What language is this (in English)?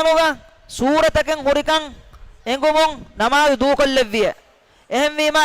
Divehi